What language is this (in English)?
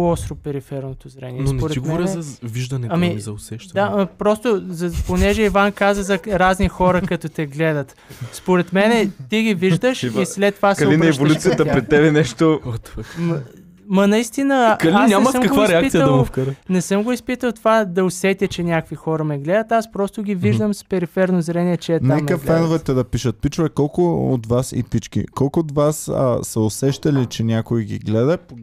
Bulgarian